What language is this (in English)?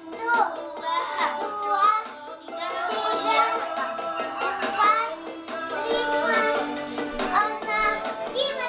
Minangkabau